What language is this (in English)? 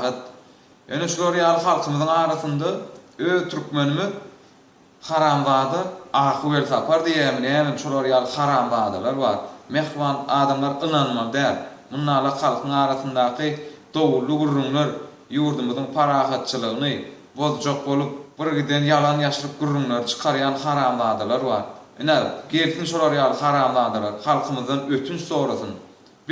Turkmen